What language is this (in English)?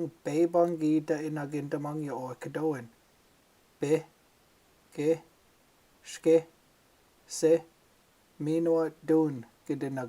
Chippewa